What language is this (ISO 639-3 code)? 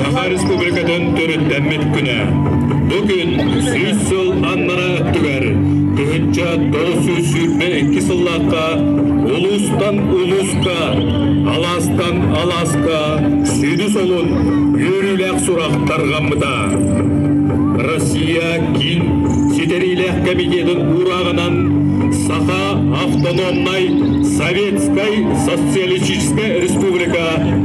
sah